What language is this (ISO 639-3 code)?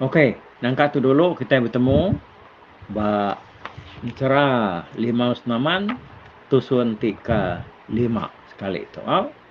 iba